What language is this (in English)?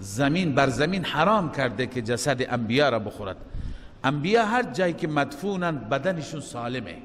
Persian